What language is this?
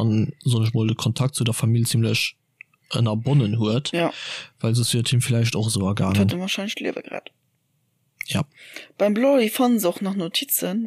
Luxembourgish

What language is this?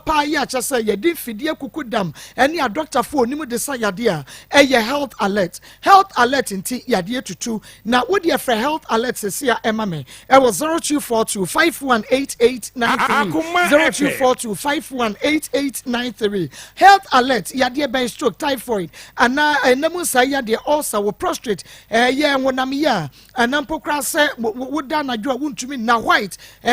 Akan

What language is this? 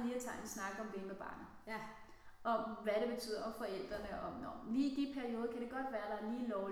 Danish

